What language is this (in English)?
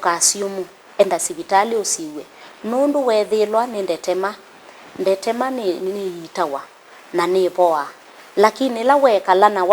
Kamba